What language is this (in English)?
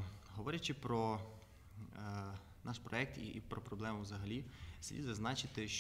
Ukrainian